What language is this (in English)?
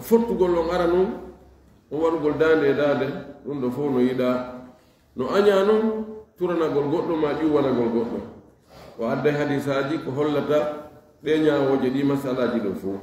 Fula